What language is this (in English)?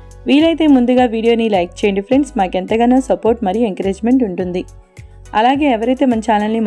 Telugu